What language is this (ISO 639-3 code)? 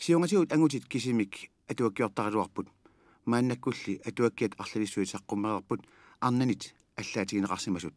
kal